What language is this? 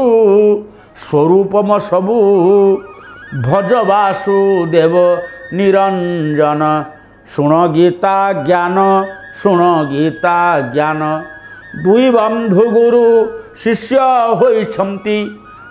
Odia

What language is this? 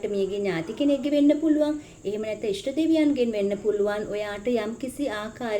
Sinhala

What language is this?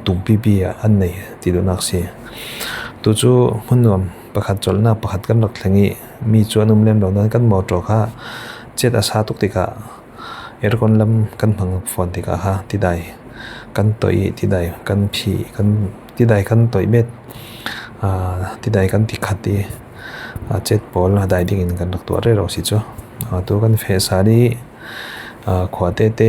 Falam Chin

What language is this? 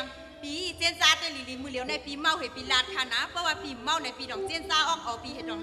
Shan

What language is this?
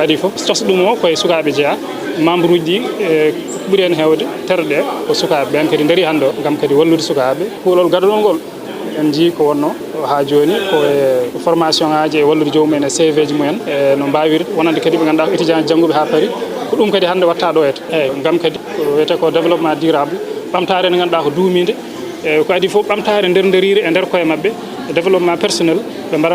Fula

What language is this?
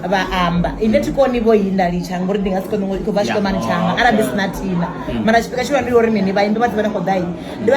Venda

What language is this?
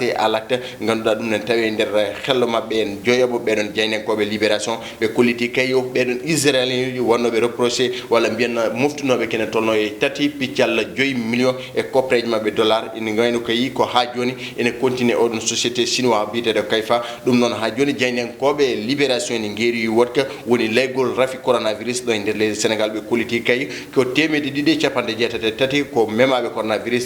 Fula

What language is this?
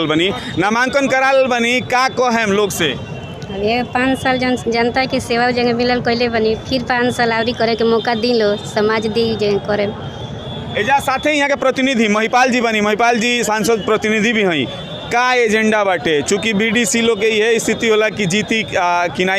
Bhojpuri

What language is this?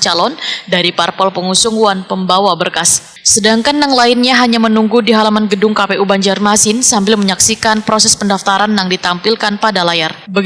Banjar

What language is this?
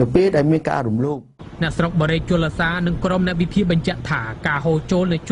Khmer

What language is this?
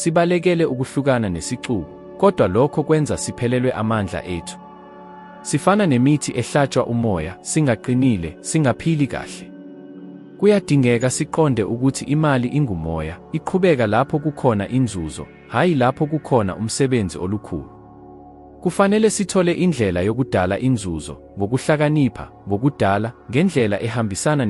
Zulu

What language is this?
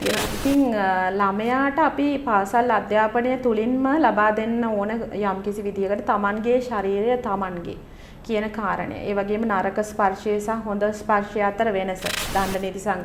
Sinhala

